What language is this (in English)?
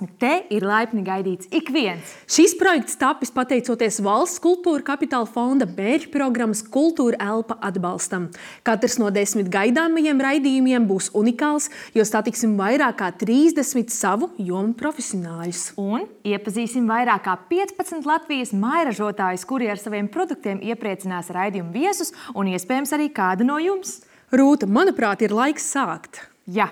Latvian